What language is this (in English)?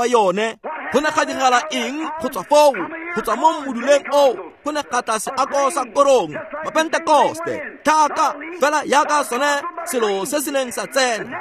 Tswana